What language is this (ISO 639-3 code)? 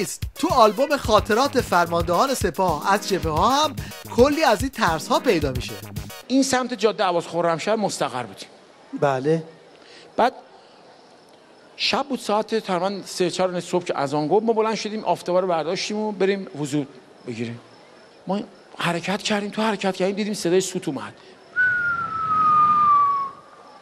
fas